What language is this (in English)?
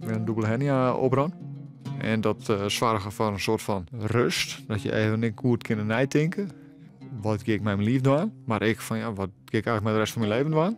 Western Frisian